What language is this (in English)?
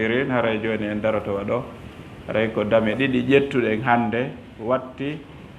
Fula